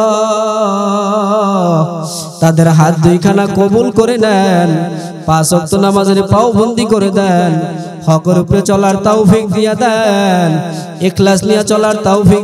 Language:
Bangla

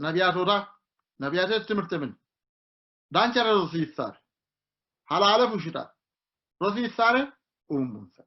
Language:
Sidamo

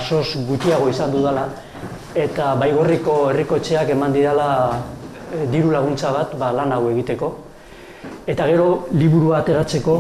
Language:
Basque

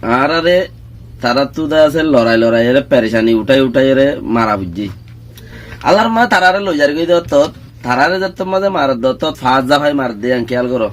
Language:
Rohingya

